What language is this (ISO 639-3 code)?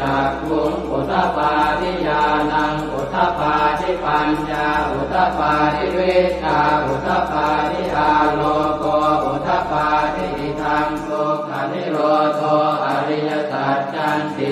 pli